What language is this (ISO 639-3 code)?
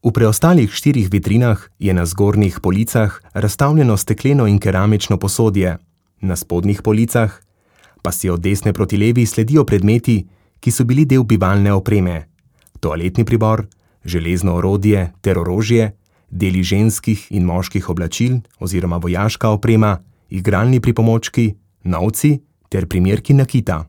slv